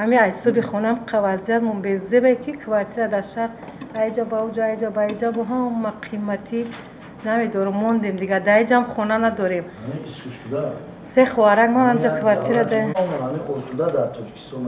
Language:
Tajik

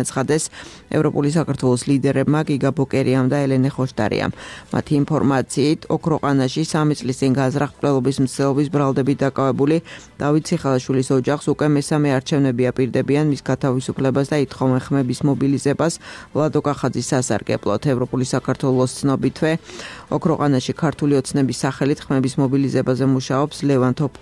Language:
Georgian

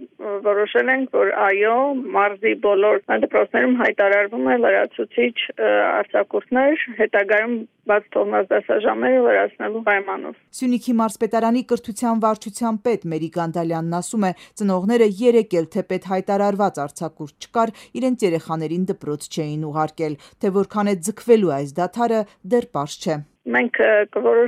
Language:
Armenian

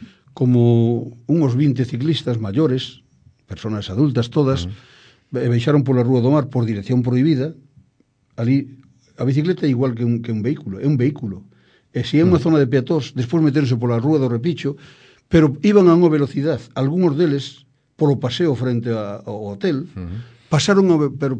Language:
Galician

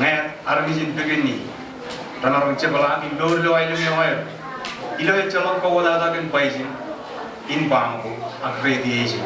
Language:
Marshallese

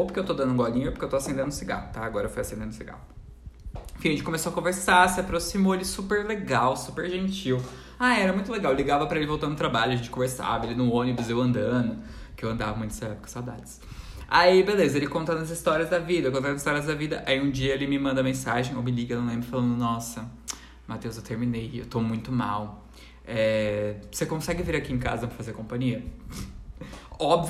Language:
Portuguese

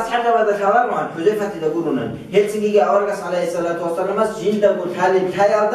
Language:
Avaric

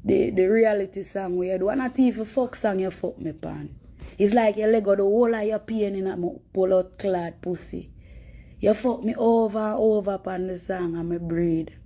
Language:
Jamaican Creole English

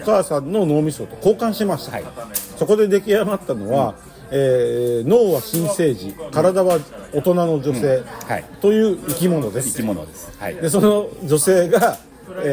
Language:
Japanese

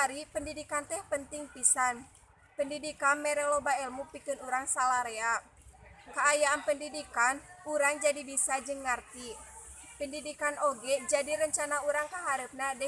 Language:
Sundanese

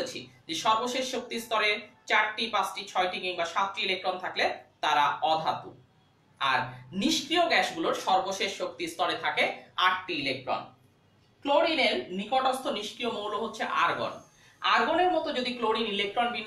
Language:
Bangla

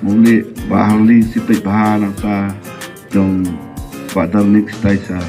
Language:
Khasi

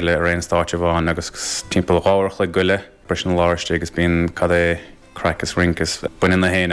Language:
Irish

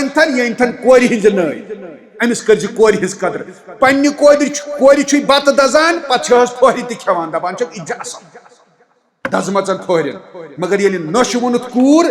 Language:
Kashmiri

